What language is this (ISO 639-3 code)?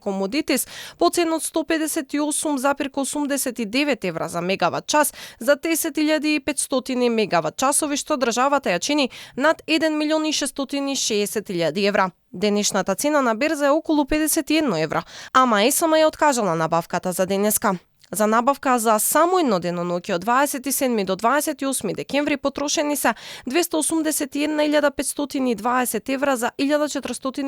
mkd